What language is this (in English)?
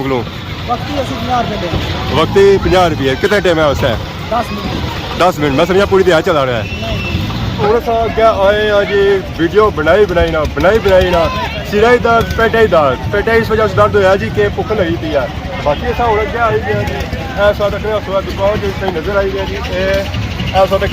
Pahari-Potwari